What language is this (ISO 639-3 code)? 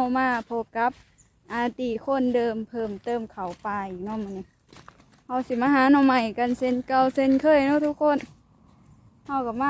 lao